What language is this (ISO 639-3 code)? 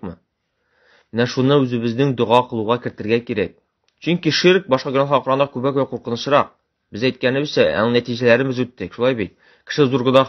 tat